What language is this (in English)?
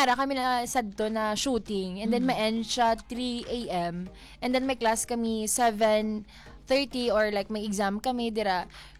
Hiligaynon